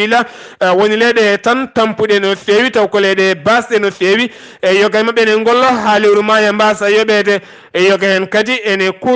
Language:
Fula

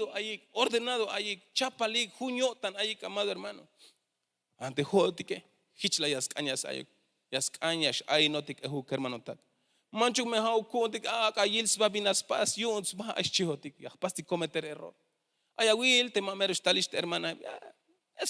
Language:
Tzeltal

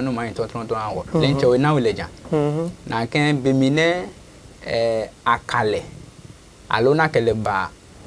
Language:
Adangme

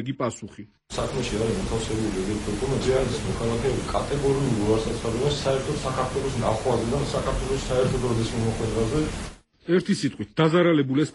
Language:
Georgian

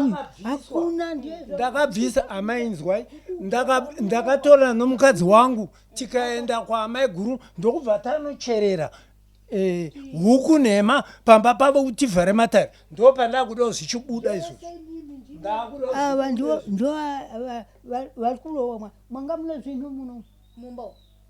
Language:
Shona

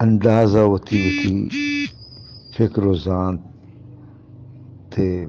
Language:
Eastern Balochi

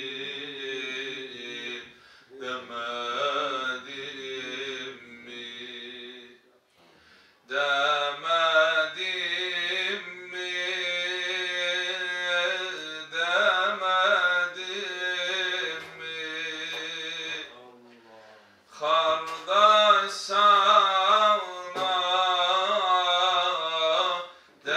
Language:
Turkish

